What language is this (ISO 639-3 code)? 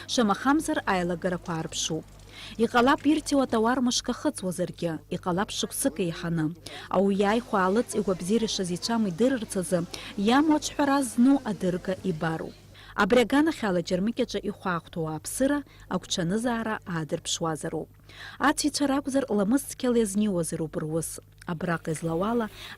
abk